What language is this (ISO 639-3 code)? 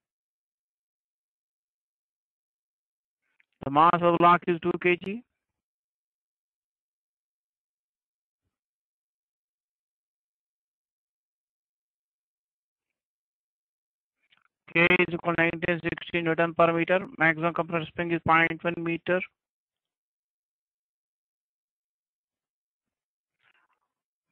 eng